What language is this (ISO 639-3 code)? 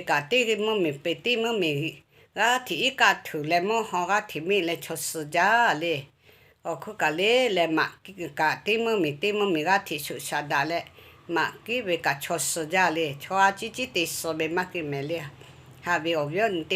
lhu